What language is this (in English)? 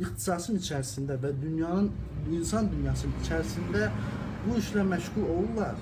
Azerbaijani